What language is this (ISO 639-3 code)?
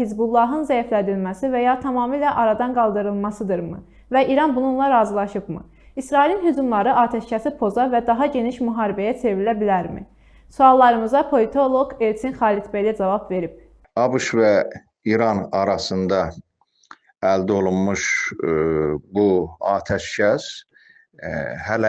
aze